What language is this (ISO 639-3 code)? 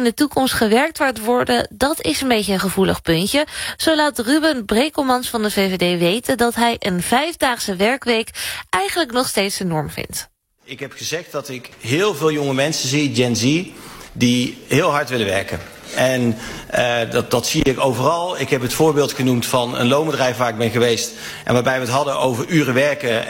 nld